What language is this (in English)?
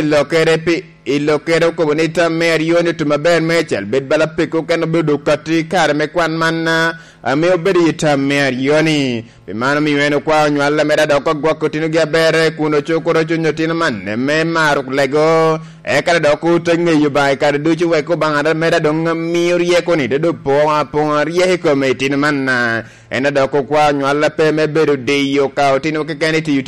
Lango (Uganda)